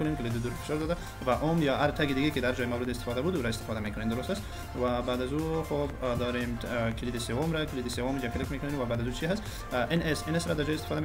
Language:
Persian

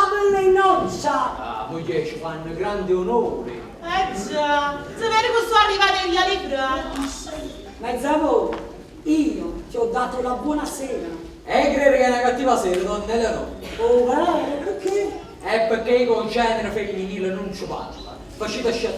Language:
Neapolitan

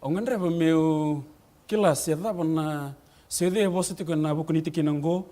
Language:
Fijian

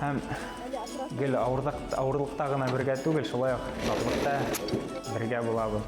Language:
Bashkir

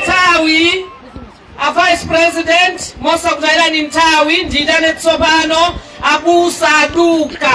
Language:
Nyanja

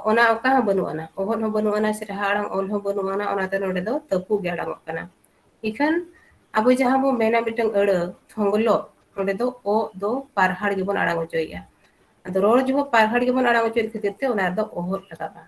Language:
Santali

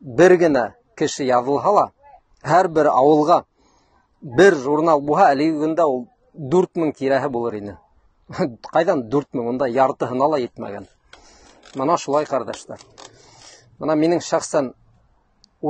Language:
Bashkir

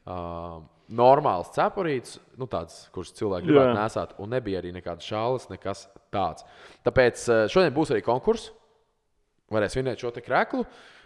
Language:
Latvian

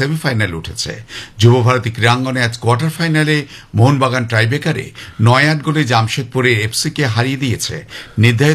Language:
Bangla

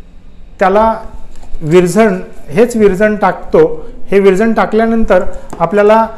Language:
Marathi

